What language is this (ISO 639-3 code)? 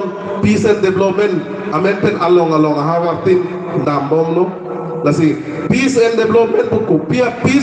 mjw